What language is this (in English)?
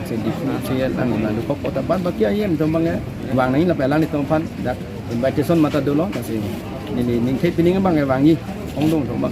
Karbi